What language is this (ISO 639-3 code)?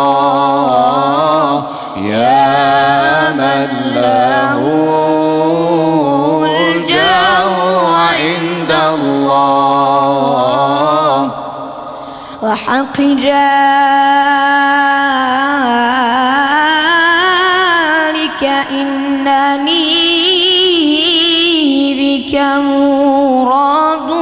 bos